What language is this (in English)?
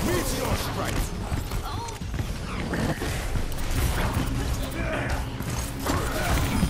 English